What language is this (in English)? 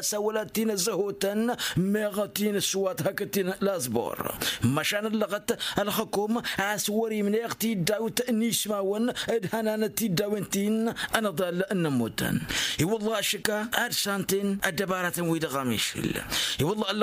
Tamasheq